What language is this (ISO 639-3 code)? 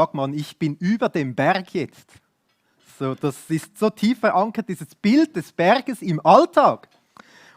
gsw